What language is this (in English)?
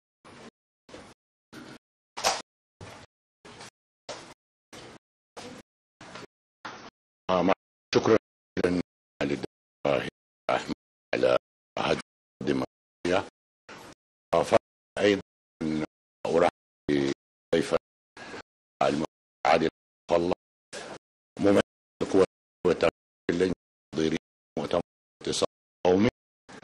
Arabic